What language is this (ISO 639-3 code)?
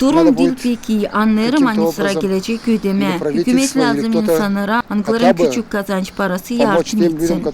gag